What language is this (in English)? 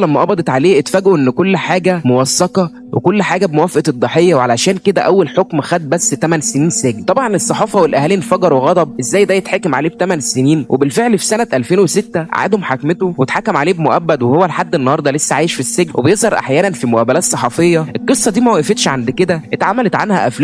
Egyptian Arabic